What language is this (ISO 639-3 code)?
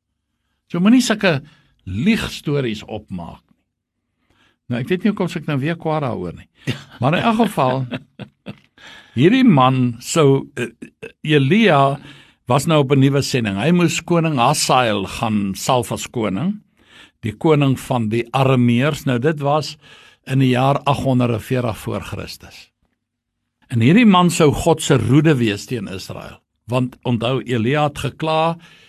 afr